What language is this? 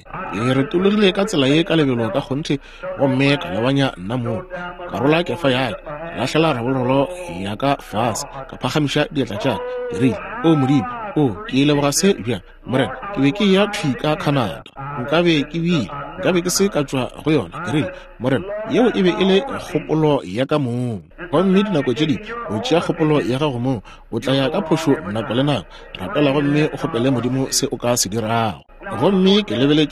Northern Sotho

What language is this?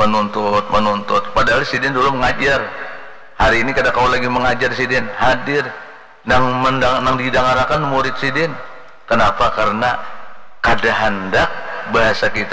Banjar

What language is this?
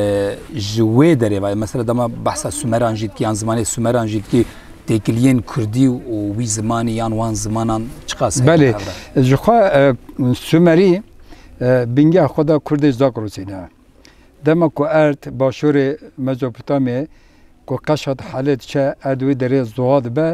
Kurdish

